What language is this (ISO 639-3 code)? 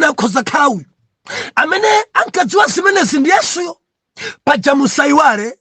nya